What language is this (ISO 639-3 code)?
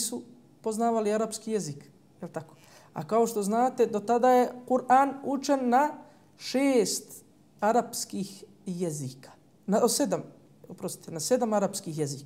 bos